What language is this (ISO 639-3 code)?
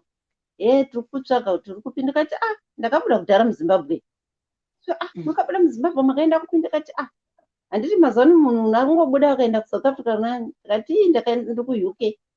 sna